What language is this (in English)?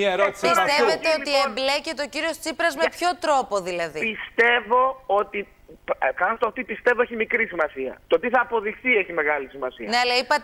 Greek